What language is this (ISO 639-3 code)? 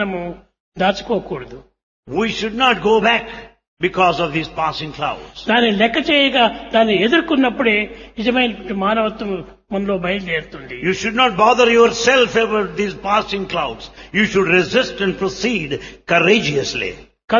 tel